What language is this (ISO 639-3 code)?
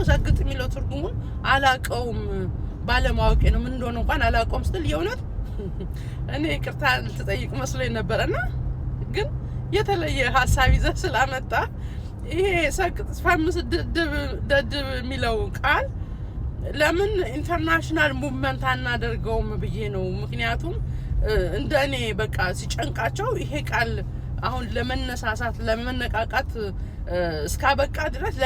amh